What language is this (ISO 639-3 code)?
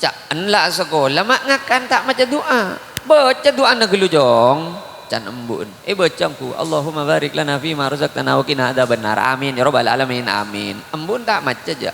mad